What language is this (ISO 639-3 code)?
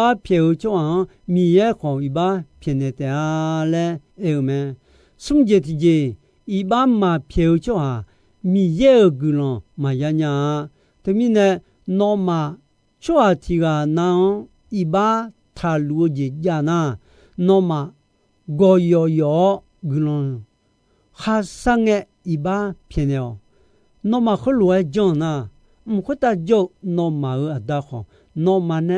ahk